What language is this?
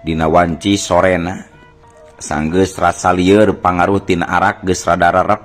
Sundanese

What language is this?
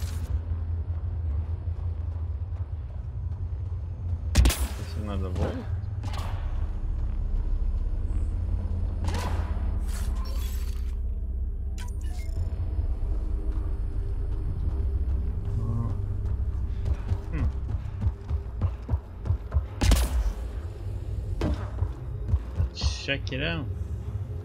English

